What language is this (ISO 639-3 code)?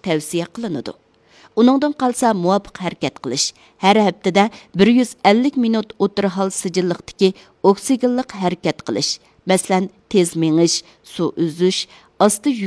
uig